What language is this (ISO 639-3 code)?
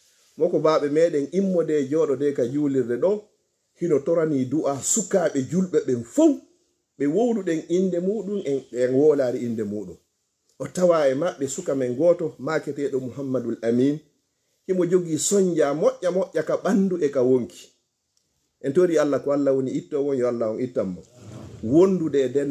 ful